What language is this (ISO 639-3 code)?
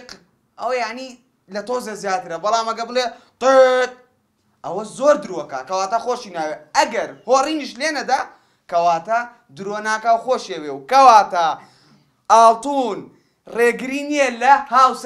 ckb